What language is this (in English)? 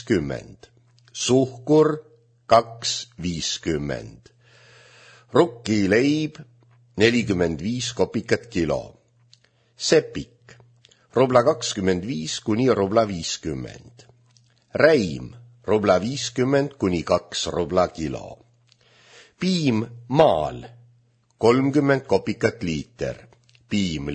Estonian